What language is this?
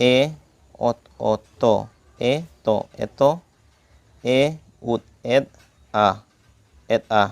Santali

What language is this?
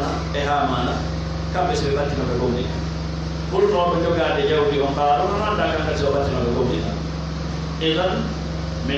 Pular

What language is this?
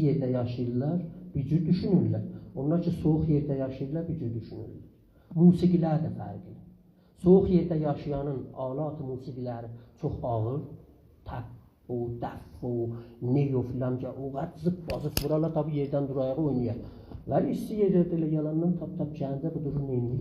South Azerbaijani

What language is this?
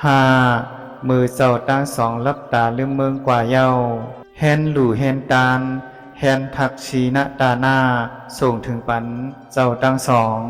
Shan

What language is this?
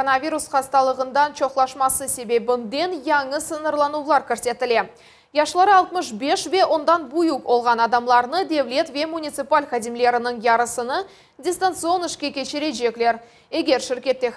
Crimean Tatar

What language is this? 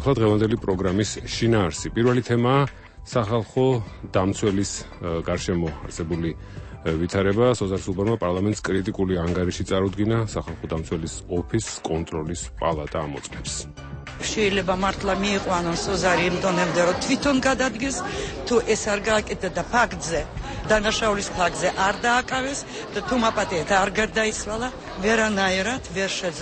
Georgian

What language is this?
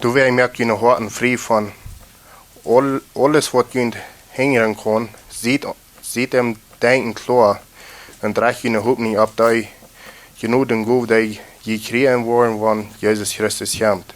Plautdietsch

